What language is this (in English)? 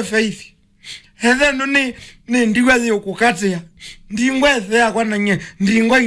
Kamba